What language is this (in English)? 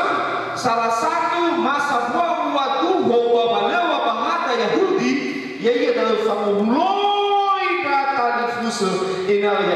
Nias